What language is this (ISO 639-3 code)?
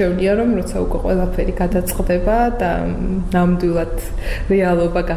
kat